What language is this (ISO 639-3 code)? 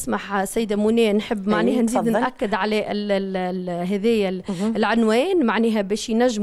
aeb